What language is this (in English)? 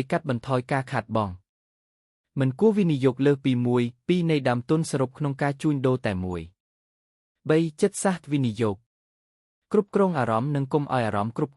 Khmer